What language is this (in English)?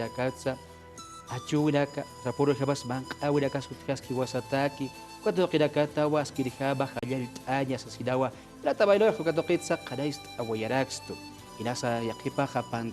Aymara